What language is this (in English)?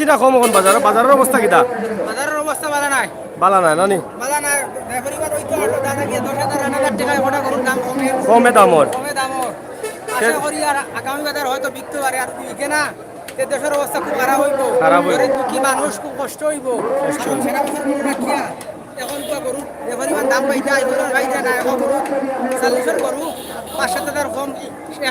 Sylheti